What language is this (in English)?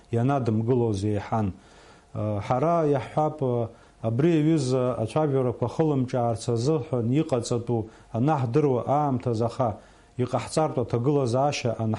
Abkhazian